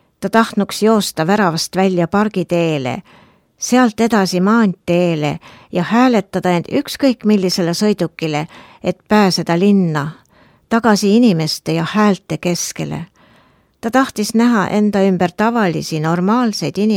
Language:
Estonian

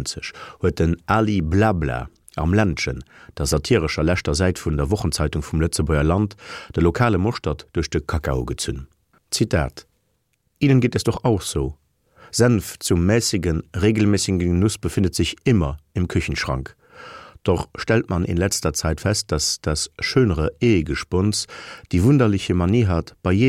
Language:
Luxembourgish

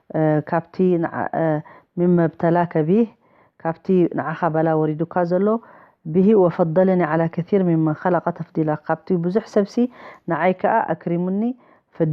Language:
Tigrinya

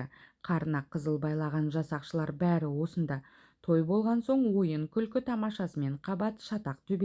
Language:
Kazakh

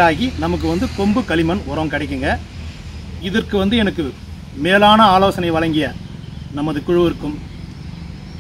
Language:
Tamil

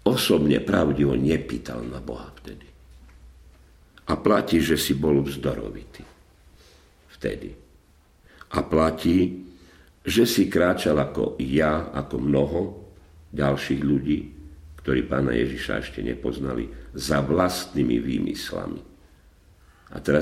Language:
Slovak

